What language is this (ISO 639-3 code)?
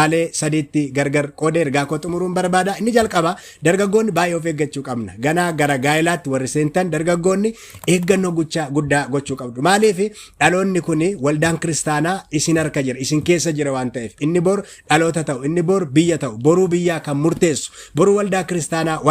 orm